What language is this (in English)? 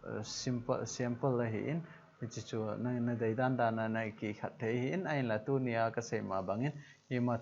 Thado Chin